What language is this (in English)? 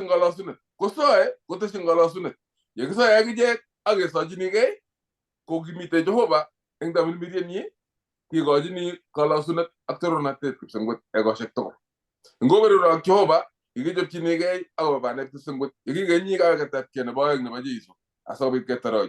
Kalenjin